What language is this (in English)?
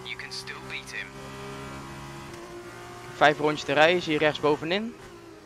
Dutch